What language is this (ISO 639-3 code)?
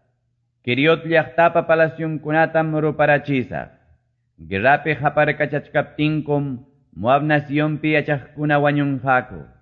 que